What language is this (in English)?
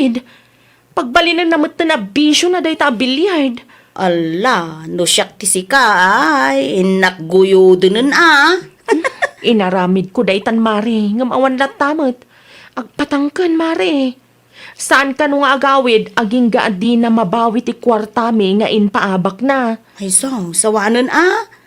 Iloko